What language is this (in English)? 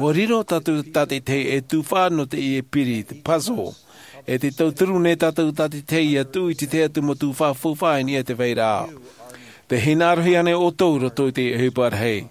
Tahitian